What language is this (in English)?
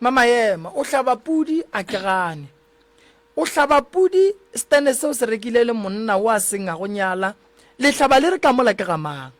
Northern Sotho